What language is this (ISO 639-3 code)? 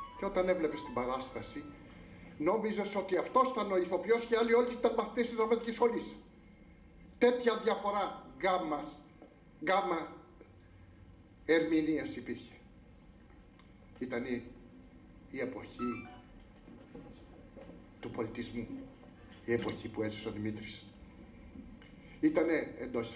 ell